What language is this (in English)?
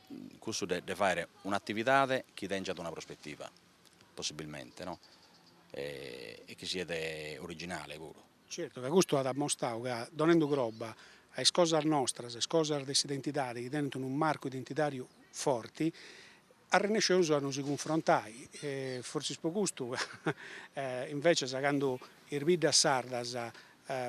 Sardinian